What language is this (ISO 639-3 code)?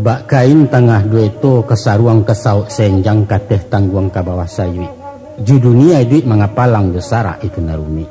min